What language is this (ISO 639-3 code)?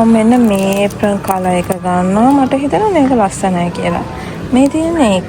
sin